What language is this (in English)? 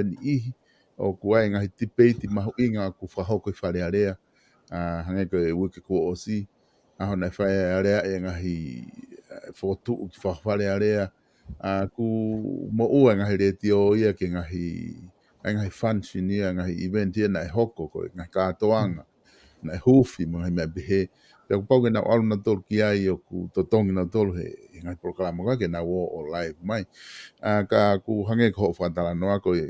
Tongan